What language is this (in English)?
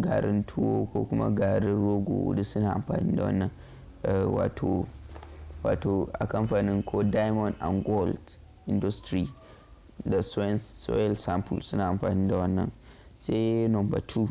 Hausa